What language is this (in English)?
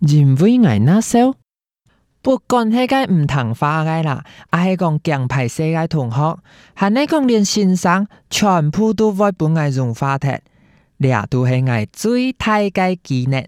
Hakka Chinese